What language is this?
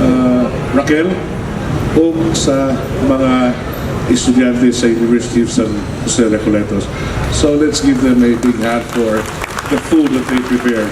Cebuano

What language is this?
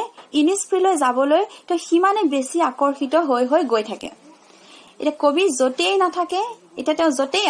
Assamese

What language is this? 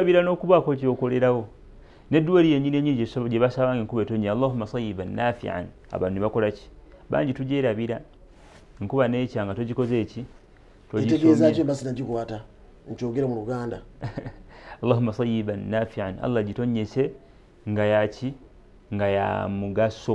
Ganda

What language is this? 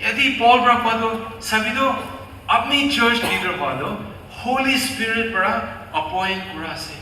Naga Pidgin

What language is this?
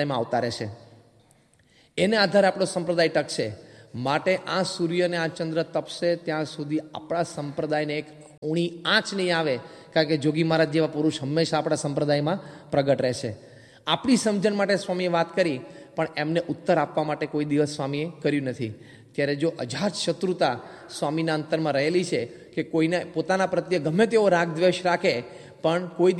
Gujarati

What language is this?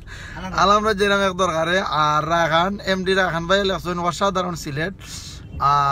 Sylheti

